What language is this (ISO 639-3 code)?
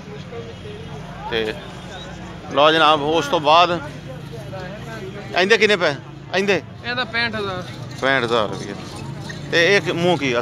pan